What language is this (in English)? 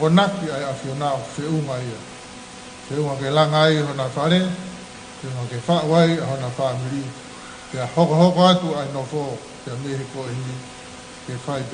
Tongan